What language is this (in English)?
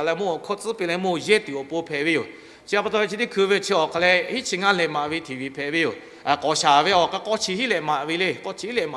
Lahu